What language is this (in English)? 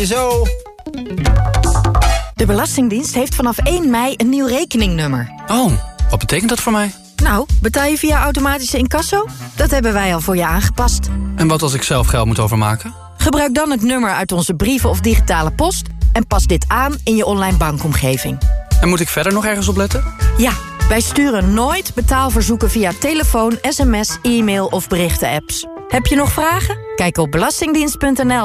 Dutch